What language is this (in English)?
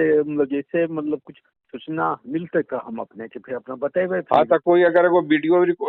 Magahi